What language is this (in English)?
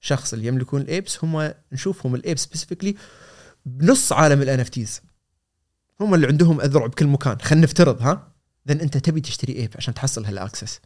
Gulf Arabic